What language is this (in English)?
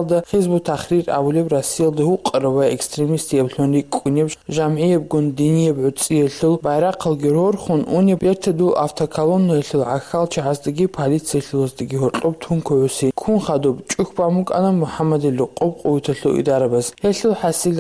Avaric